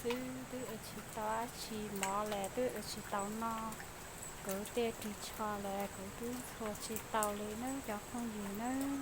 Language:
Hmong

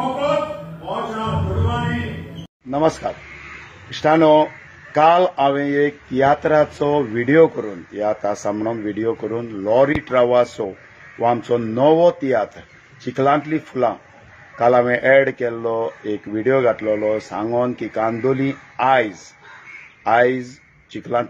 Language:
Konkani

